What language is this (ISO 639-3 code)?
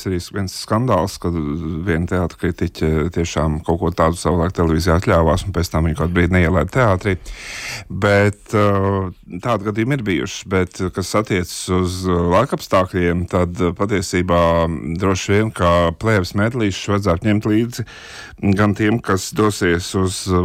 lav